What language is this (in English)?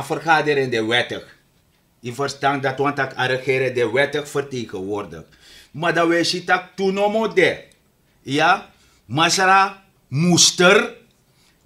Sranan Tongo